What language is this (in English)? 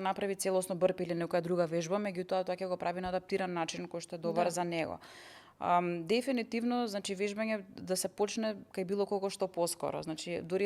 Macedonian